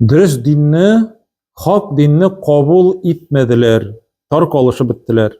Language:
Tatar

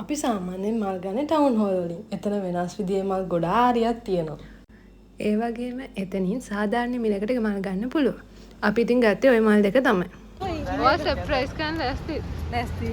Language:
Sinhala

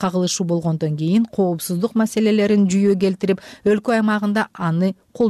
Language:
Kyrgyz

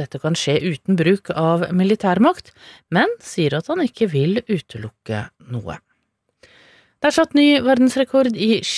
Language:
Norwegian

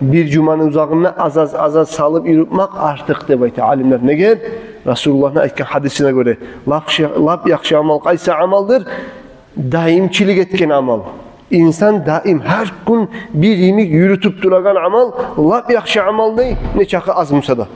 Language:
Kumyk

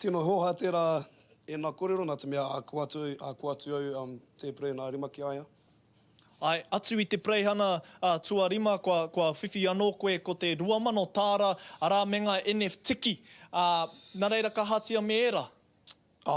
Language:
Māori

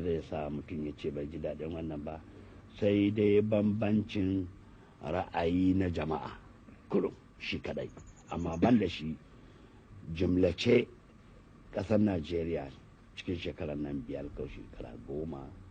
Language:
Hausa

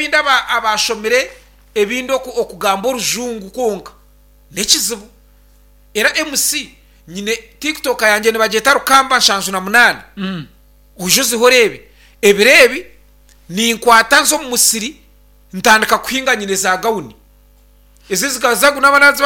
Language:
Nyankole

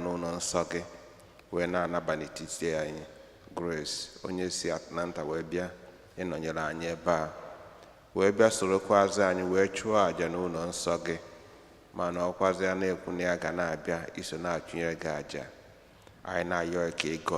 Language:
Igbo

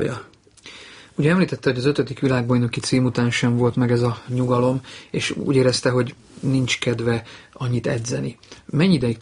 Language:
Hungarian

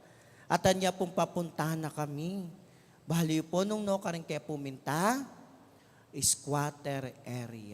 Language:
Pampanga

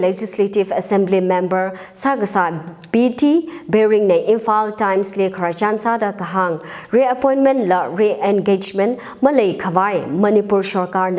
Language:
Tangkhul Naga (India)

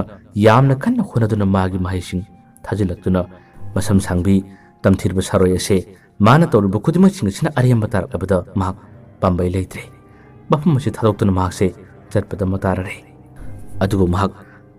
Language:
Manipuri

